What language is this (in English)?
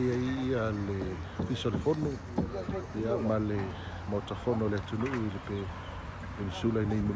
Samoan